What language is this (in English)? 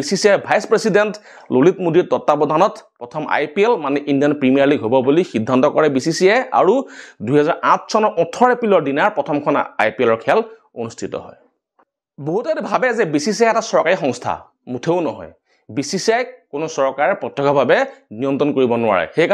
Assamese